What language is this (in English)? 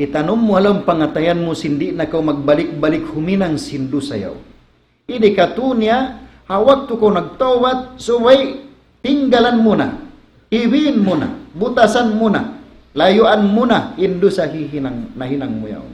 Tausug